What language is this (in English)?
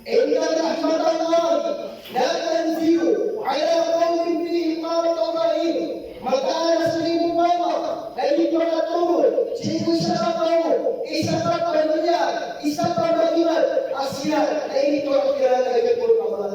Maranao